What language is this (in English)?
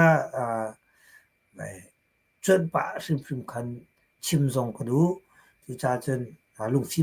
Hakha Chin